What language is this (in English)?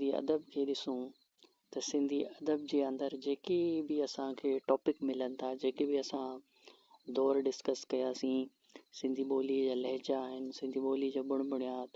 Sindhi